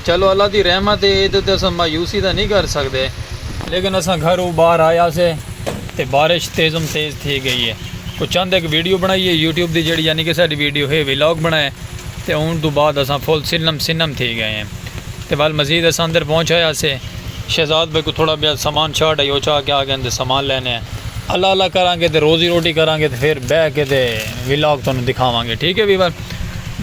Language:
Saraiki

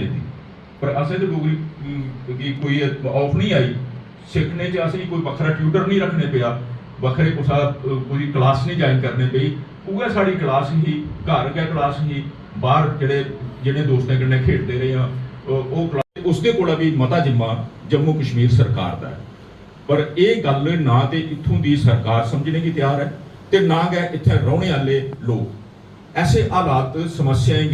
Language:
Dogri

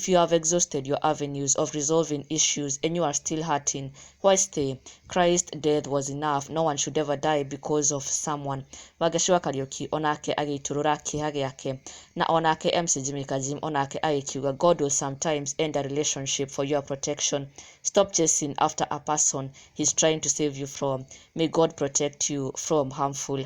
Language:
Kikuyu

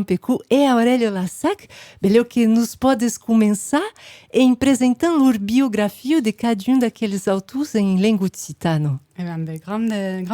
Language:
Occitan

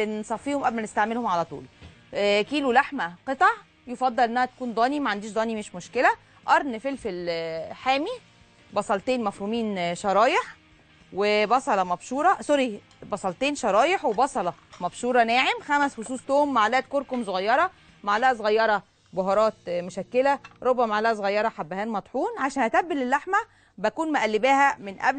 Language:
Egyptian Arabic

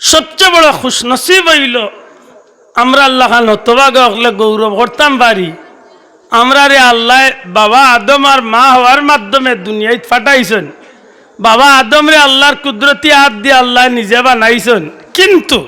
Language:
Sylheti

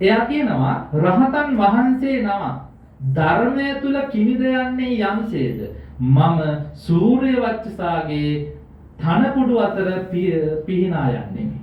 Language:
Sinhala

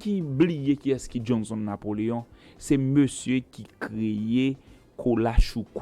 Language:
Haitian Creole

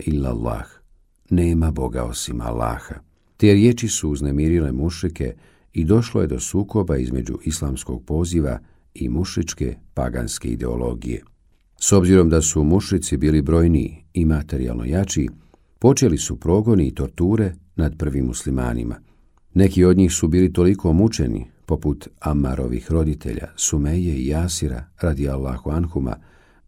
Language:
Bosnian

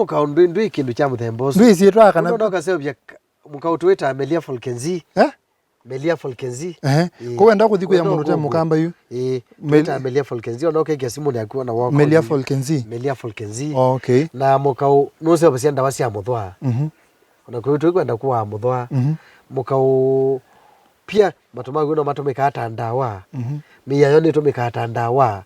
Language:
Kamba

